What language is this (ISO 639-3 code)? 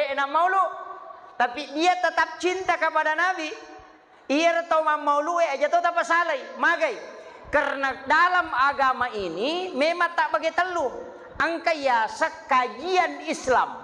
bug